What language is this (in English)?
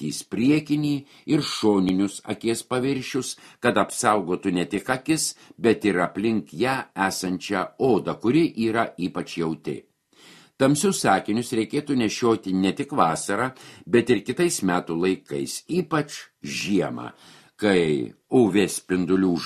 Lithuanian